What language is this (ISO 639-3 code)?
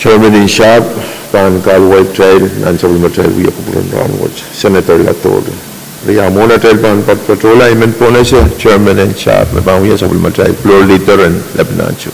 pon